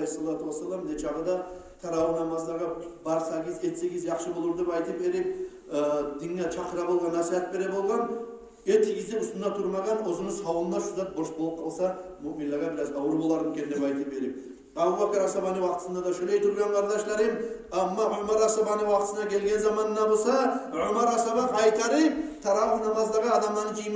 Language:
Kumyk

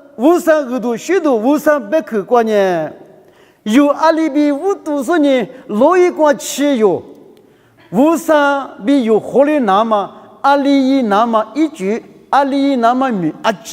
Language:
Lisu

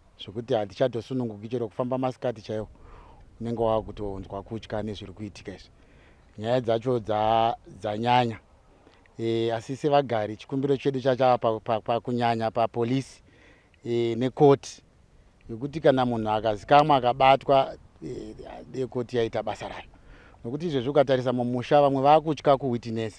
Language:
Shona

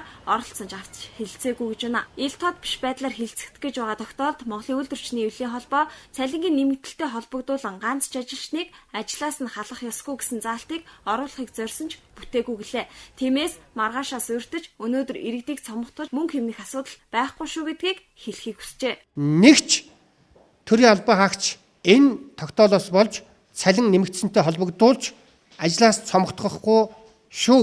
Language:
Mongolian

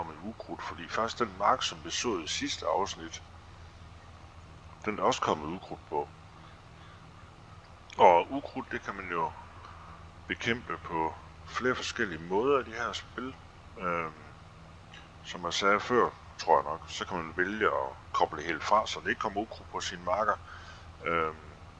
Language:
Danish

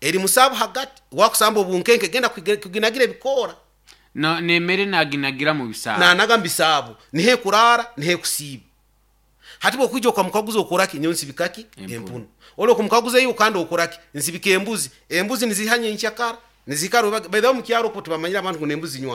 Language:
Nyoro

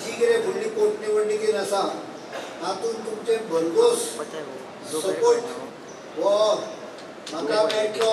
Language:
Konkani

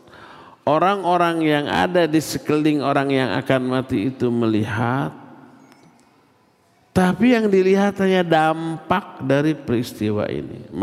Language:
Indonesian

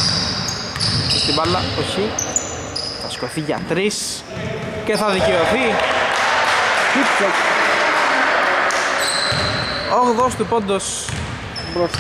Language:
Greek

